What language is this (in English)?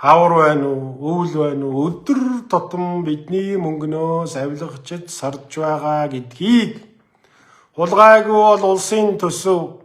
Mongolian